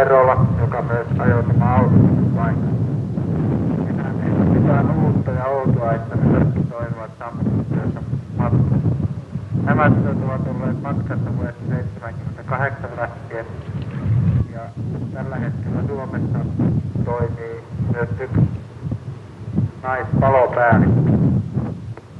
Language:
Finnish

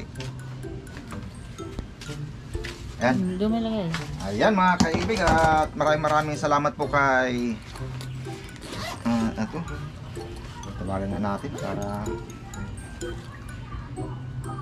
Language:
Filipino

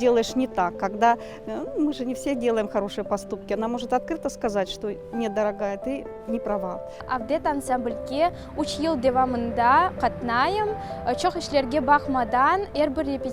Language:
Crimean Tatar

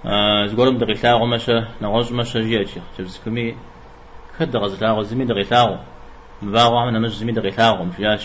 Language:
Kabardian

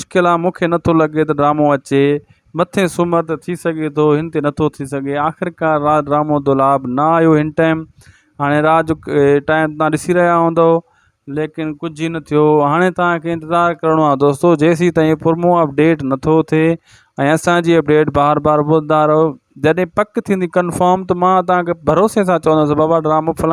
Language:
Sindhi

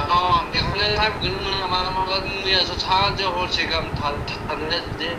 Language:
Bodo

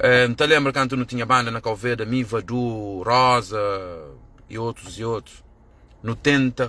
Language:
Kabuverdianu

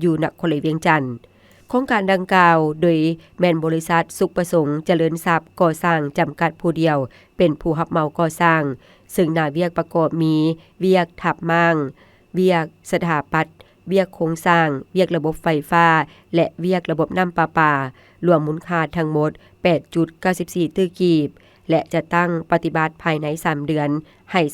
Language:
Lao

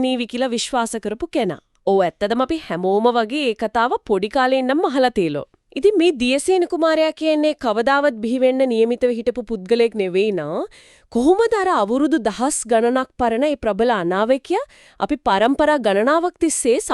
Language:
Sinhala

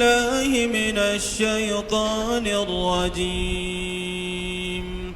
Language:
Dagbani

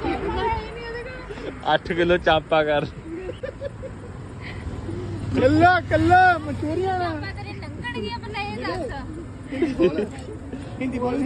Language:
Punjabi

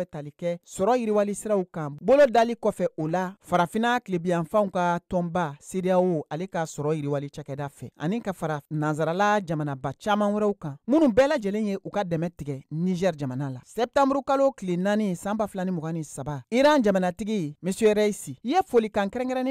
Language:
Bambara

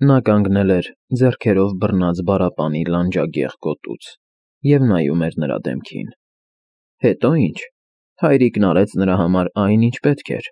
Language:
Armenian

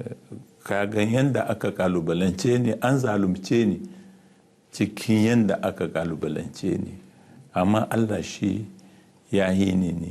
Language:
Hausa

